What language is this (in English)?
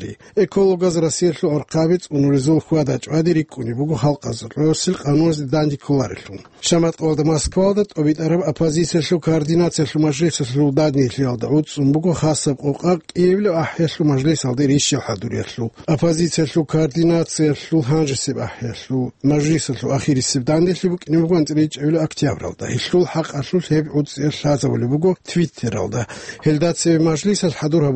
Avaric